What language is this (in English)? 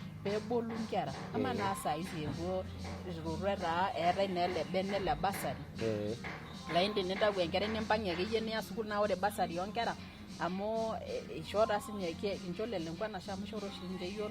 Masai